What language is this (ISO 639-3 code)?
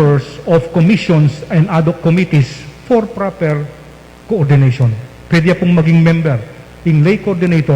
pam